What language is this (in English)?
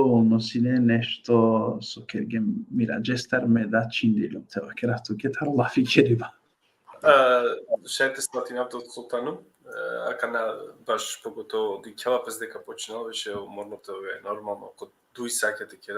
Balkan Romani